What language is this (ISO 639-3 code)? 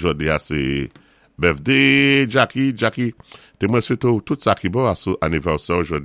acf